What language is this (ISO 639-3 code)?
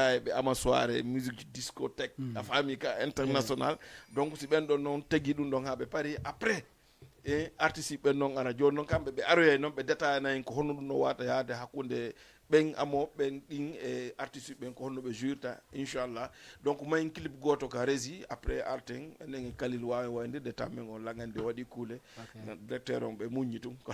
ful